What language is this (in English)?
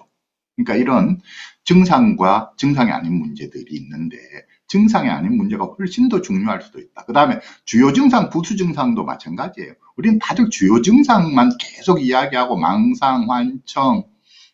Korean